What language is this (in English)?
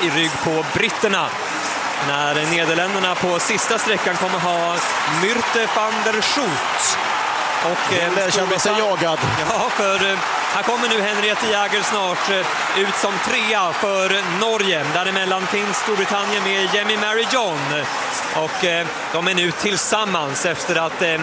Swedish